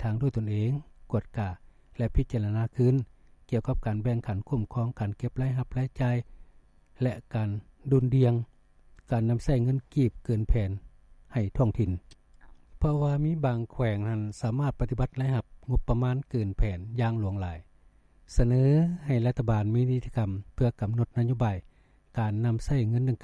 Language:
Lao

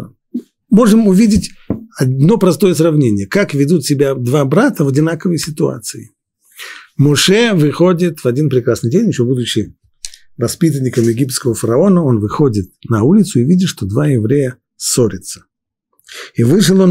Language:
Russian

